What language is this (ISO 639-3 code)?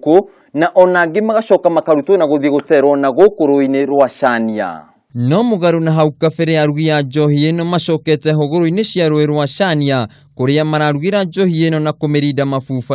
kik